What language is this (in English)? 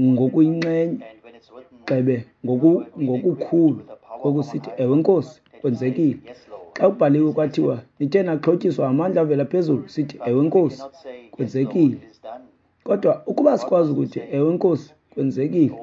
Xhosa